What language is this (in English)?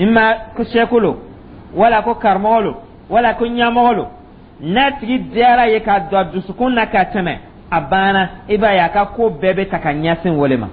Dyula